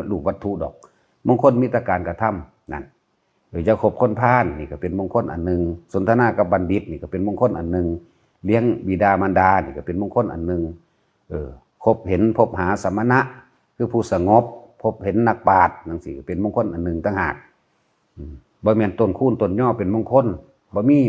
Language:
Lao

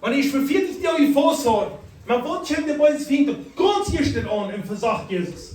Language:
Plautdietsch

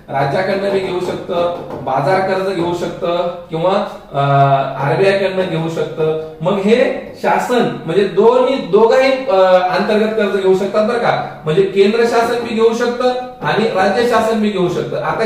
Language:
Marathi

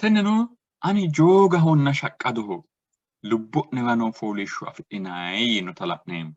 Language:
Sidamo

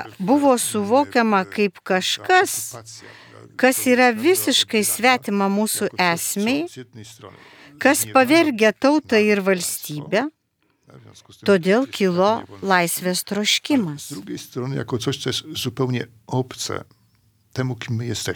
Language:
Lithuanian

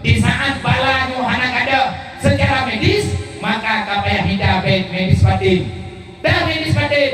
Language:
Achinese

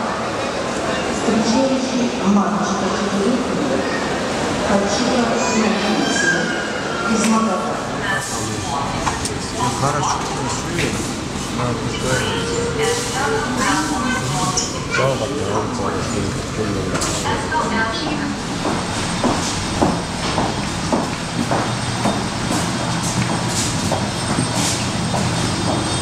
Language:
Russian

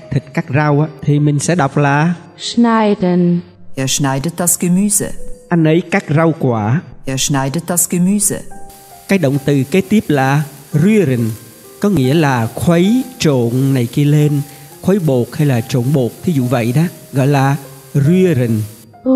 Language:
Vietnamese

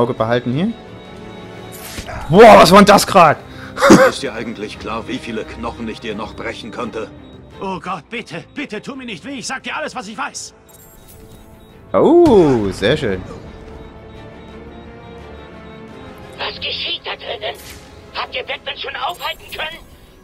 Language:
German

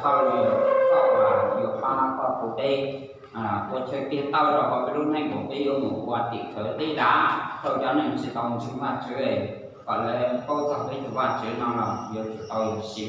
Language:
Hmong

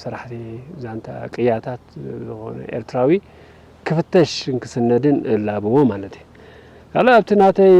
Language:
Tigrinya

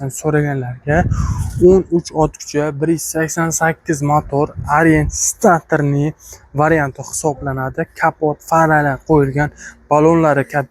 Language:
Uzbek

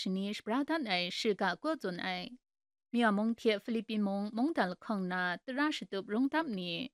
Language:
Kachin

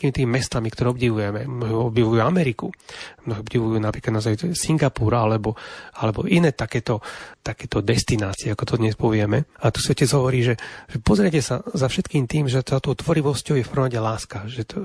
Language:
Slovak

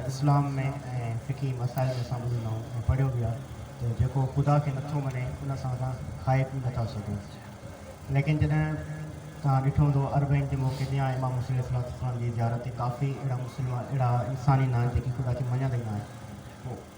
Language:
Sindhi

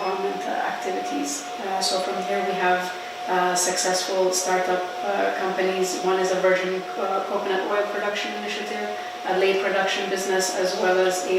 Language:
Pohnpeian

